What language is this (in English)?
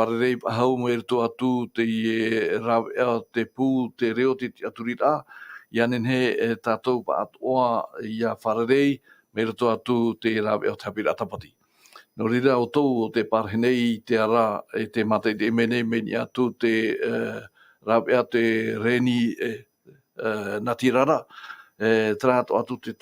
Tahitian